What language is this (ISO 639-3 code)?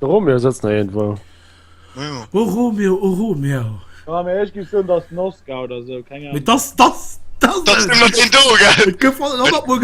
ltz